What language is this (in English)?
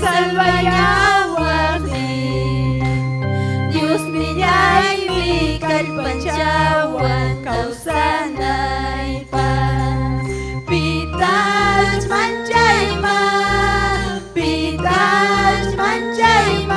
Ayacucho Quechua